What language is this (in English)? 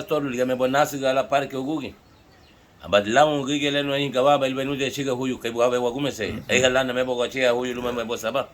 Garifuna